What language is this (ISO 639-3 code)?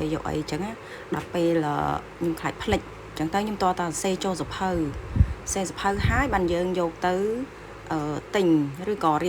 khm